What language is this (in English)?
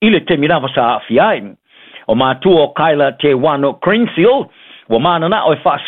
Samoan